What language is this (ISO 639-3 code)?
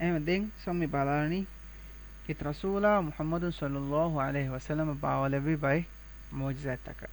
div